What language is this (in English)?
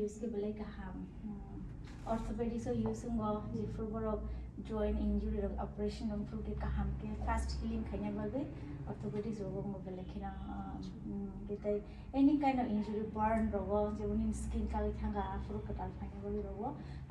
Kok Borok